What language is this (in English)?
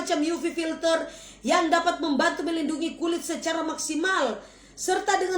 Manado Malay